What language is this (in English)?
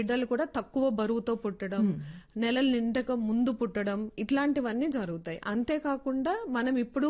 Telugu